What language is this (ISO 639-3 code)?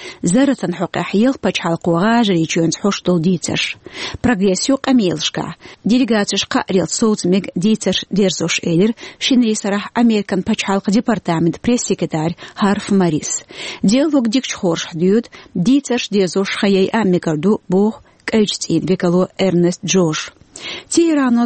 che